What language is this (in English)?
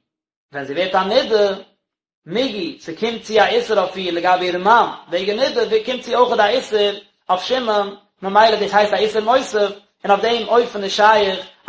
Yiddish